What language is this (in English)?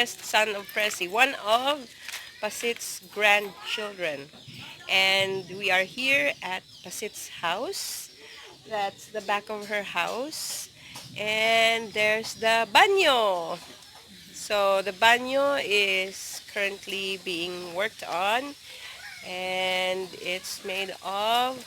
Hiligaynon